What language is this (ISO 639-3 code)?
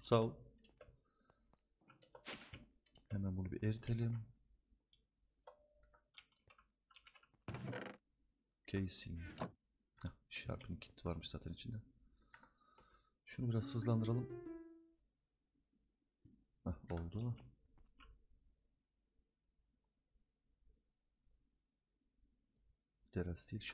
tur